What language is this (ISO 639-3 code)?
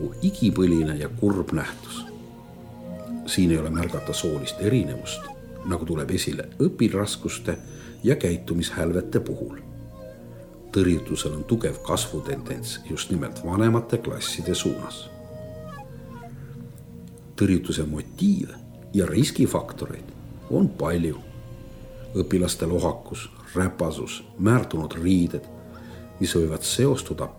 est